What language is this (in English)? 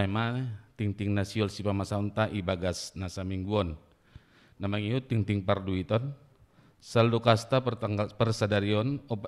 Batak Simalungun